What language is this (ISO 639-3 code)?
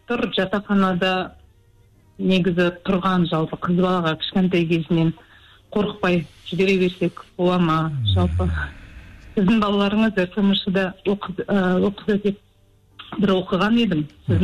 kaz